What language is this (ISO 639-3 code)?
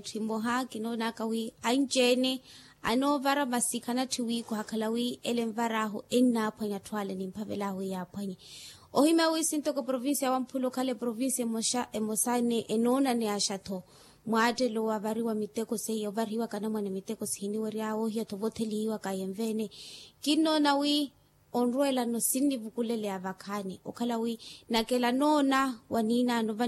vmw